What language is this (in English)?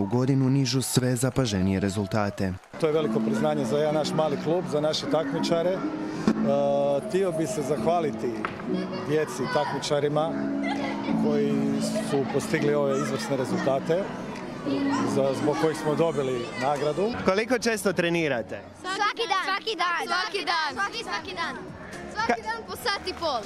Croatian